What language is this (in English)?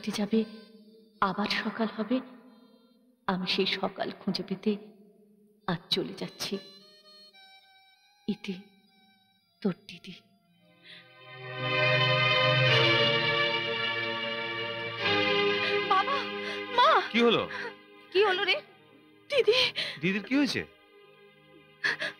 Bangla